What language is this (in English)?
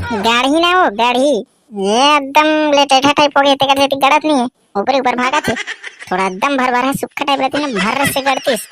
Chhattisgarhi